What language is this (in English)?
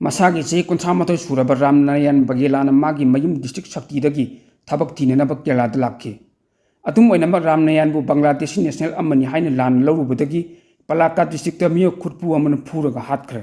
Manipuri